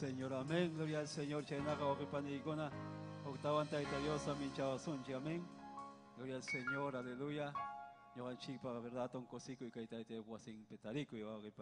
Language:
Ayacucho Quechua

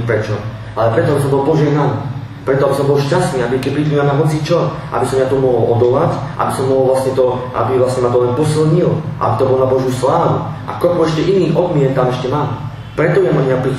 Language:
Slovak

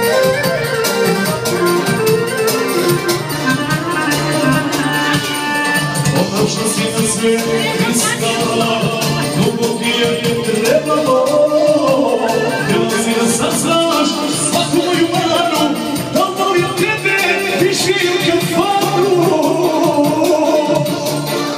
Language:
Croatian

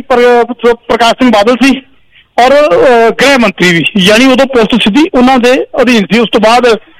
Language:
Punjabi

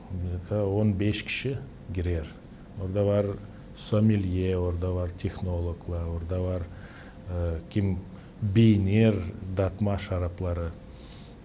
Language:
Gagauz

